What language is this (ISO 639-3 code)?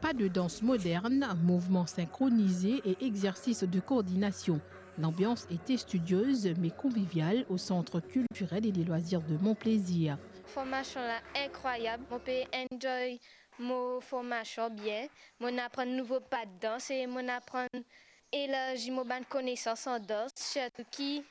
mfe